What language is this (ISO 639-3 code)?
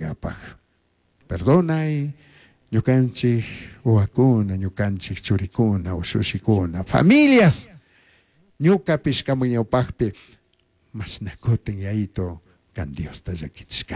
qug